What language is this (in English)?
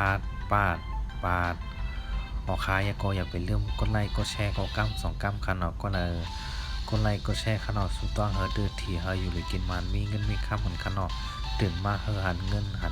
Shan